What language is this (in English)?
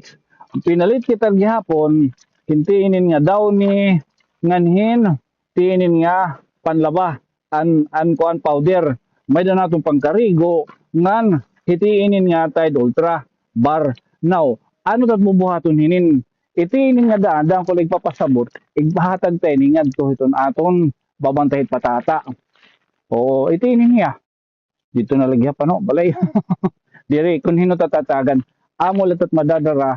Waray